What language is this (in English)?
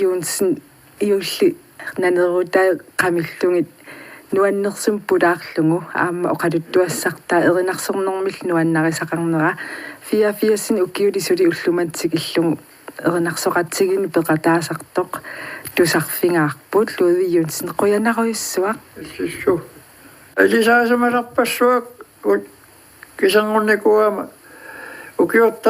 Kalaallisut